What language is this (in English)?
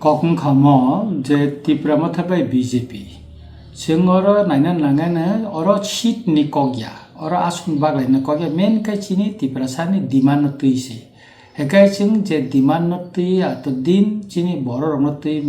Kok Borok